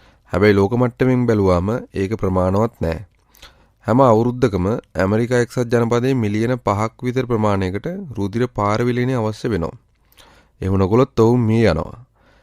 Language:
Sinhala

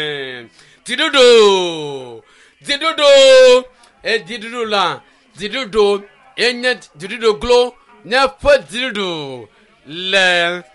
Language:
Ewe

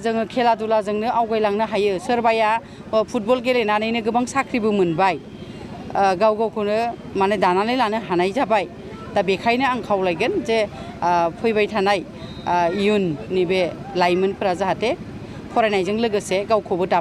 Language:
Bodo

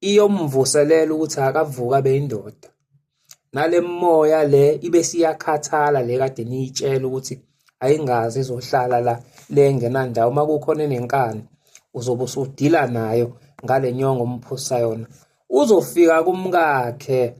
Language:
Zulu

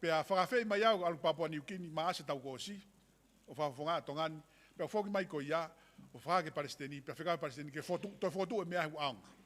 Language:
Tongan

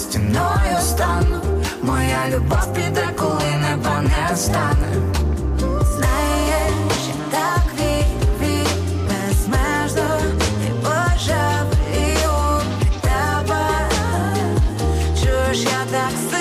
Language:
Ukrainian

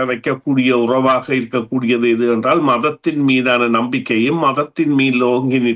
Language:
Tamil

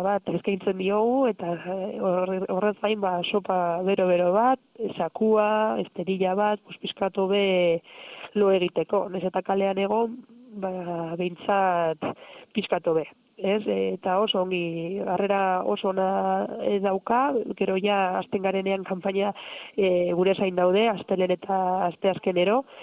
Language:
Basque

